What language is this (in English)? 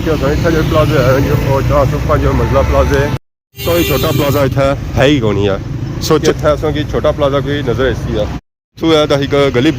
Pahari-Potwari